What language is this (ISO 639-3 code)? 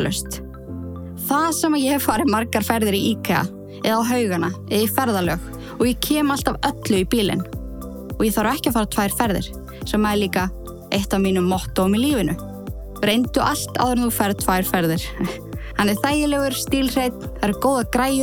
isl